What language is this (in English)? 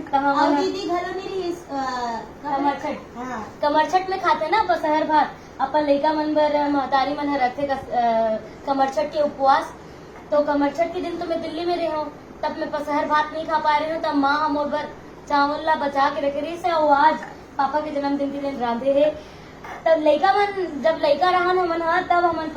Chhattisgarhi